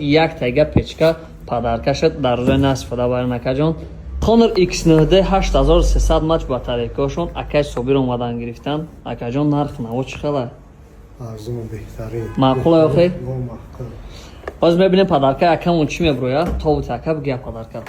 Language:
Tajik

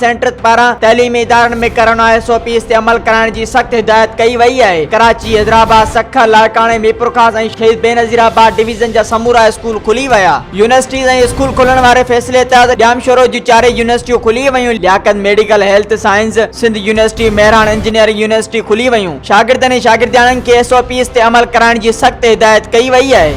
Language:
Sindhi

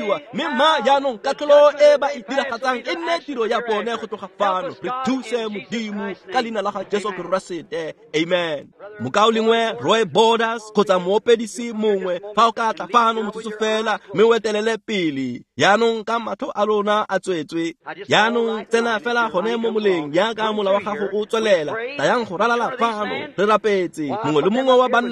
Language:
Tswana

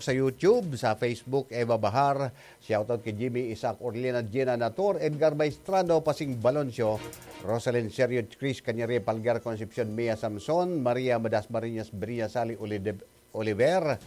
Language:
Bikol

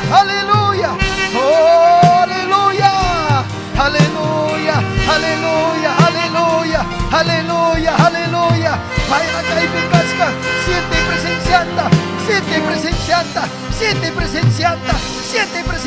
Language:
Ayacucho Quechua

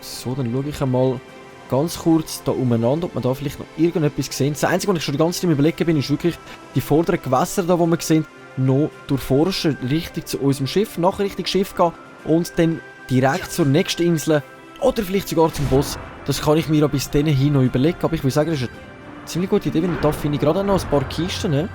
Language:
Swiss German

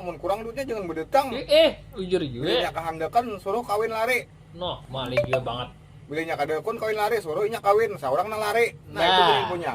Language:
Banjar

